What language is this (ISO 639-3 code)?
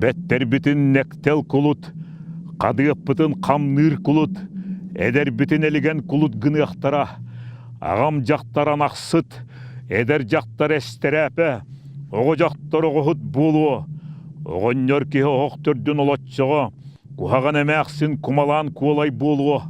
sah